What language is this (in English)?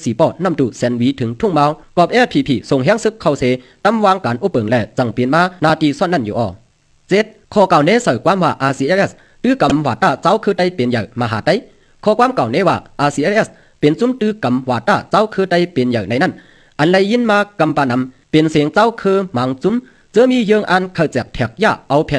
Shan